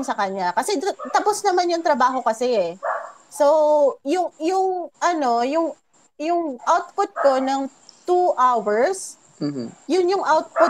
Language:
Filipino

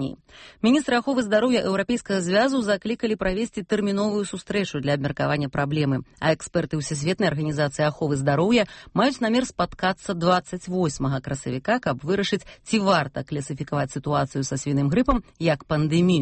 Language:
Belarusian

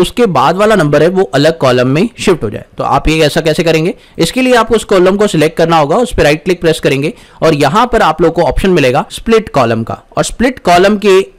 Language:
Hindi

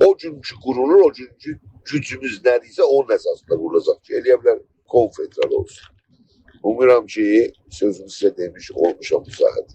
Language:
South Azerbaijani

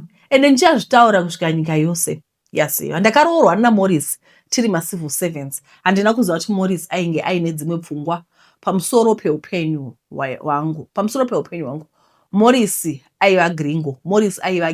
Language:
Shona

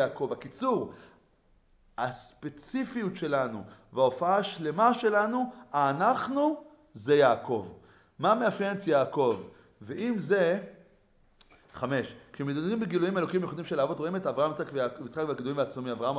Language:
Hebrew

